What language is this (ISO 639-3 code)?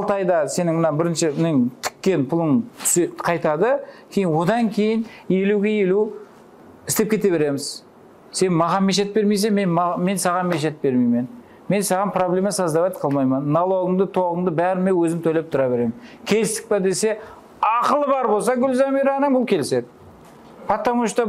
kaa